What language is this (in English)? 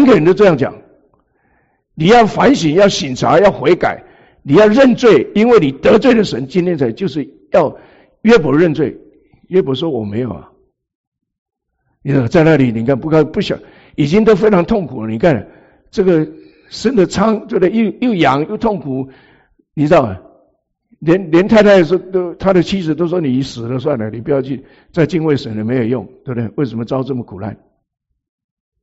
Chinese